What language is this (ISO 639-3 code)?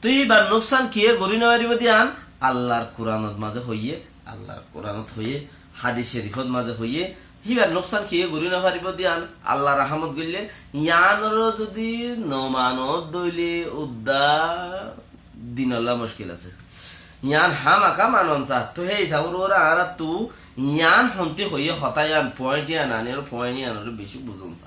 rhg